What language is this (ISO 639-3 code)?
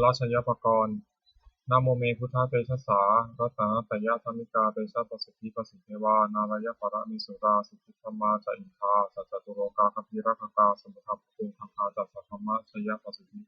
pli